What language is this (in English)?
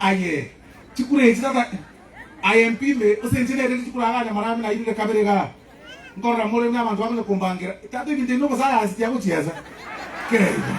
Gusii